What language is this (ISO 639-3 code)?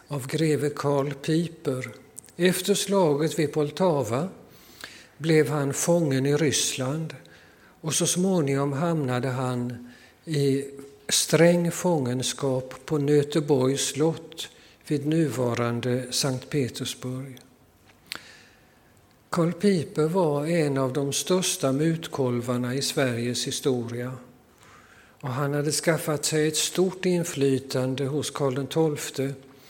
swe